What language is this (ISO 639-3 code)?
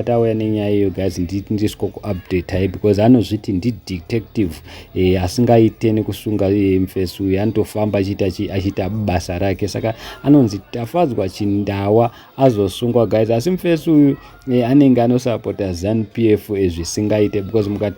sna